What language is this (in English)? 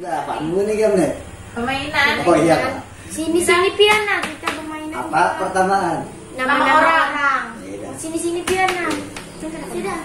Banjar